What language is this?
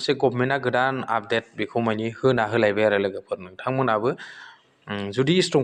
Bodo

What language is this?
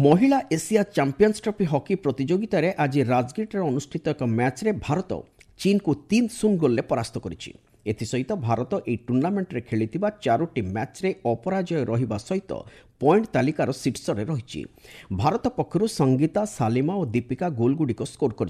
Odia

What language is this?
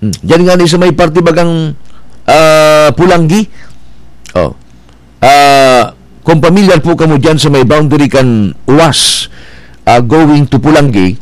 Bikol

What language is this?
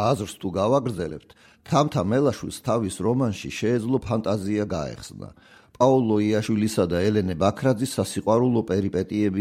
Georgian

